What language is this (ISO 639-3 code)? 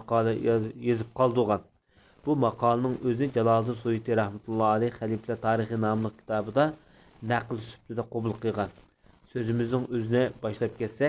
uig